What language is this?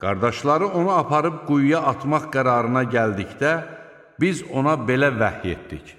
Azerbaijani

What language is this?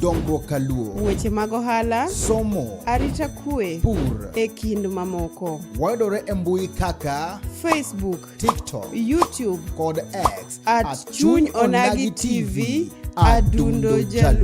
Luo (Kenya and Tanzania)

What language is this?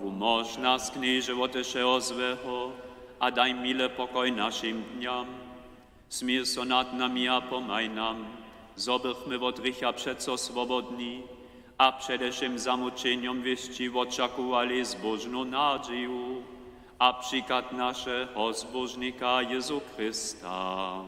Upper Sorbian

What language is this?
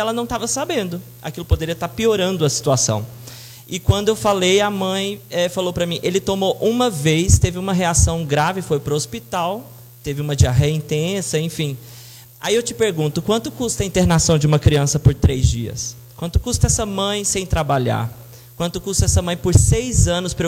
Portuguese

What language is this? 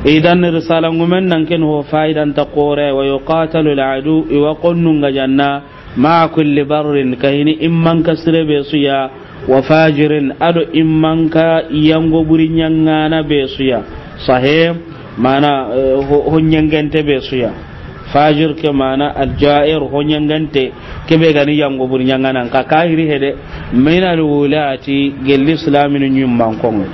Soninke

